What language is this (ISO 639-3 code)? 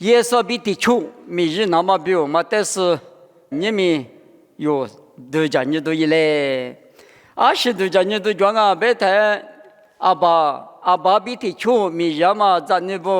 lis